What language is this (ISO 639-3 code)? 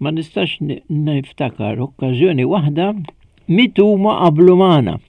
mlt